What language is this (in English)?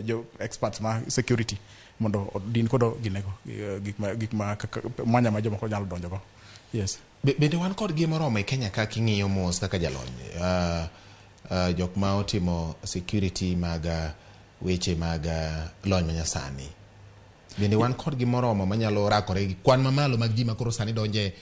Luo (Kenya and Tanzania)